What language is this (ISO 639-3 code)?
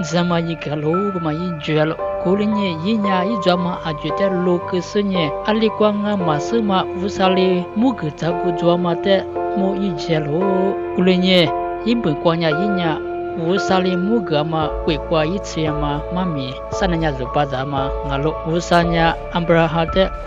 lis